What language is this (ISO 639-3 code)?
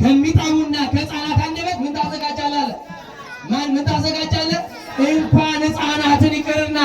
amh